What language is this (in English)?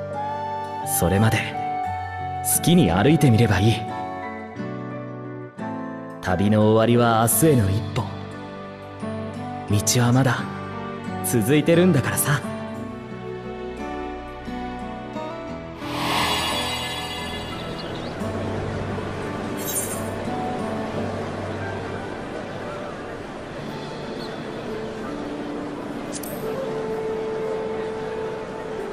Japanese